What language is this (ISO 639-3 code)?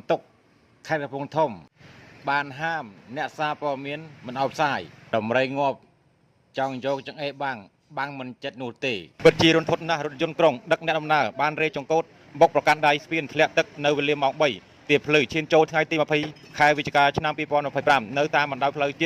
khm